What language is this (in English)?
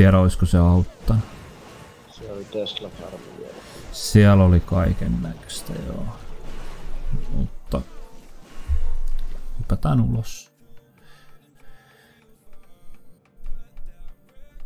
Finnish